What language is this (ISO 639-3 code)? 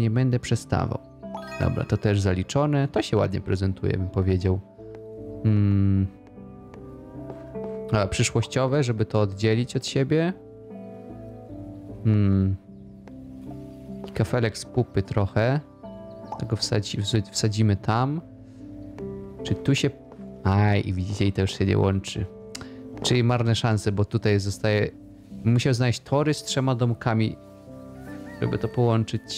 pol